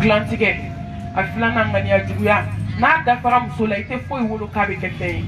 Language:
Bambara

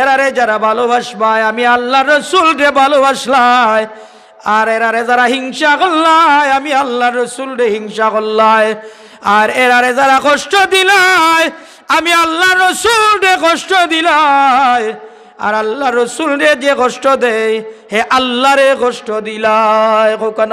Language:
Sylheti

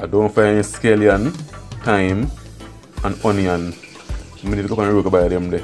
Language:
Jamaican Creole English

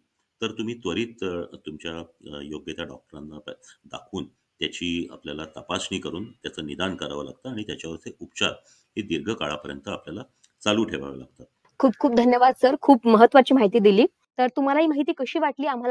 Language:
Marathi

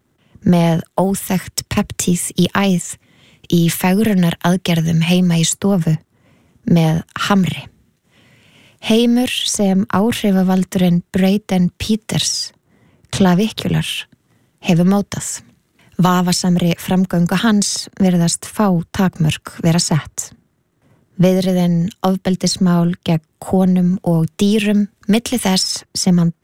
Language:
Icelandic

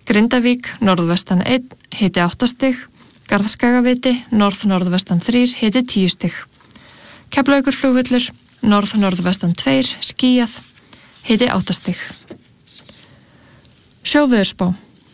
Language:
Icelandic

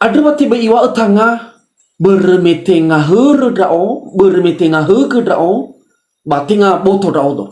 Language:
Nias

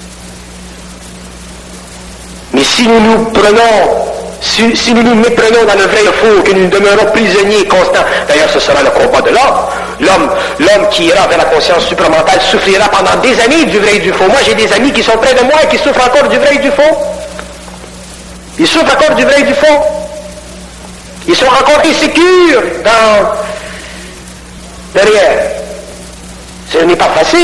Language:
French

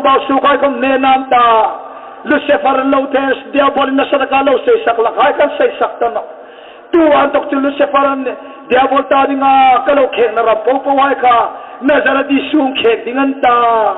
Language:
Hmar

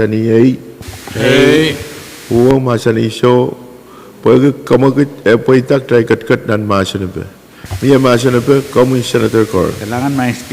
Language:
Pohnpeian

